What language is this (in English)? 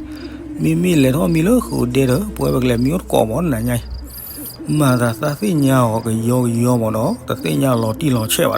S'gaw Karen